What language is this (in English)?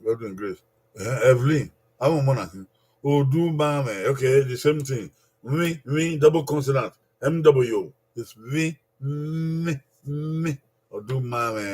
Bini